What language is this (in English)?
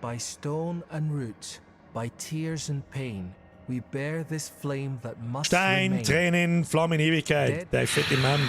Bavarian